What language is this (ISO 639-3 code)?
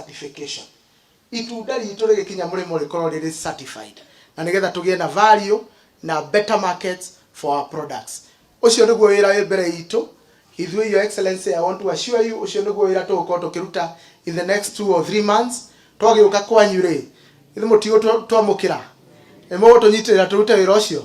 kik